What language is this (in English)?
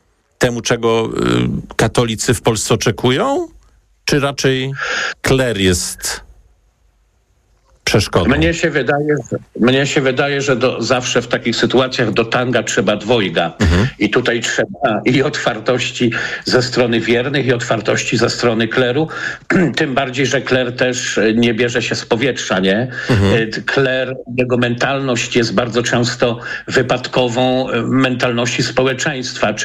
Polish